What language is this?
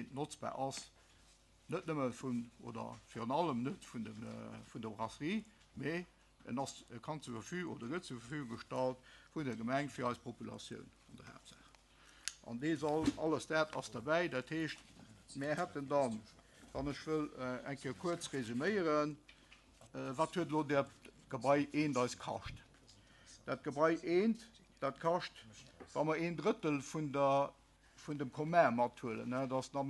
Luxembourgish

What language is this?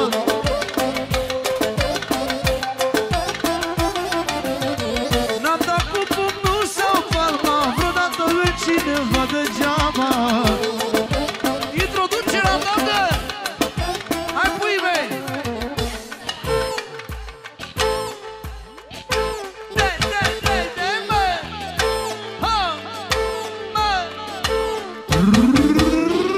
Romanian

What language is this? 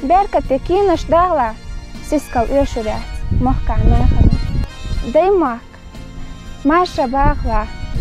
Chechen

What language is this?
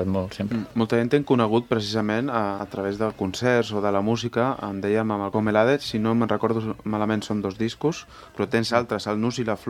Catalan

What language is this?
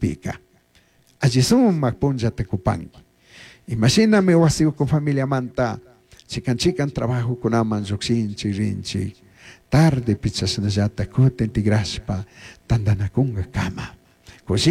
Chimborazo Highland Quichua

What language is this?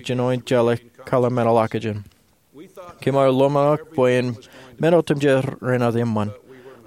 Marshallese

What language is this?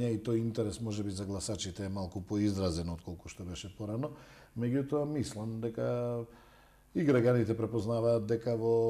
Macedonian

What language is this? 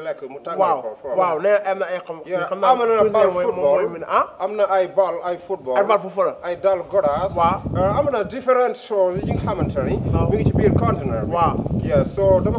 Wolof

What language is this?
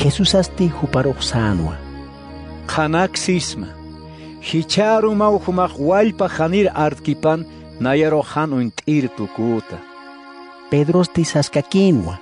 Aymara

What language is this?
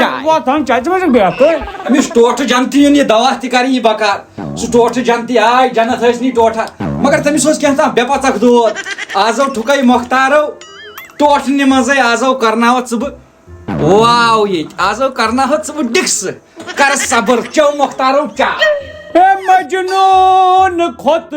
Kashmiri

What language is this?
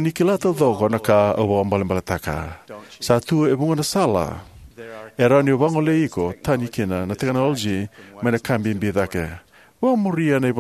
Fijian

